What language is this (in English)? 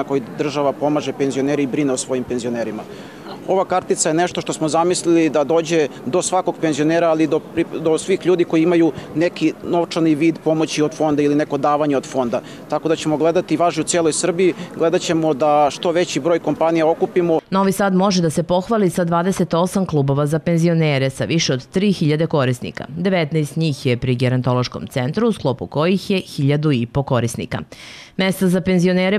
Serbian